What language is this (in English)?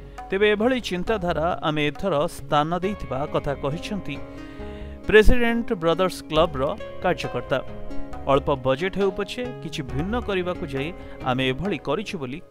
Odia